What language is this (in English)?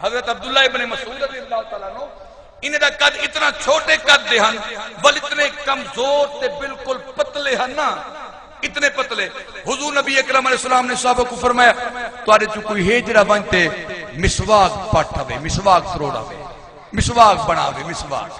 Saraiki